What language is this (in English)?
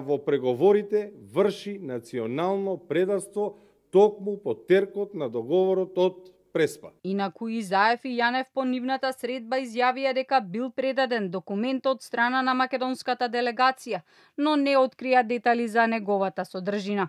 Macedonian